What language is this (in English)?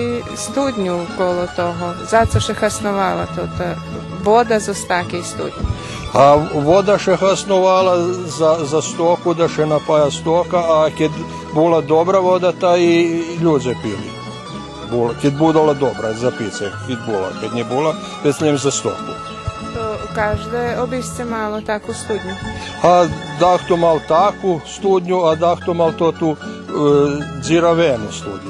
Rusyn